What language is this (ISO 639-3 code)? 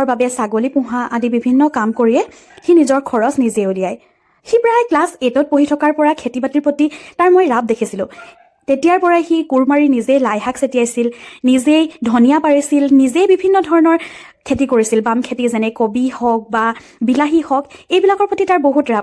asm